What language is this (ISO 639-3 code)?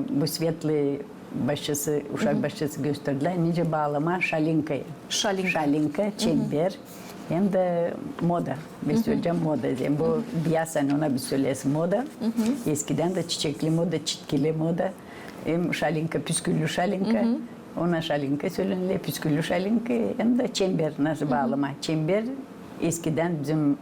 gag